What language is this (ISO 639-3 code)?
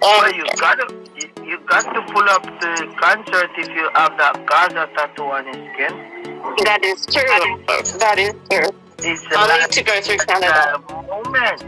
jam